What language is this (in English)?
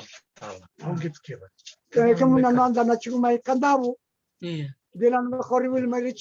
Fijian